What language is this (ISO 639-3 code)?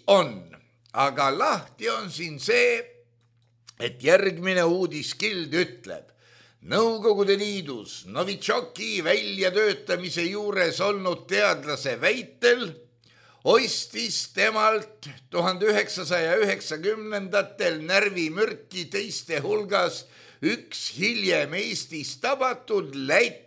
est